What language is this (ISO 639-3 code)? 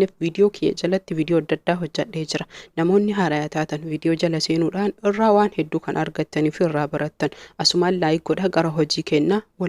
orm